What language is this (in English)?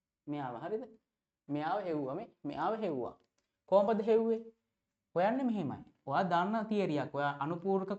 Sinhala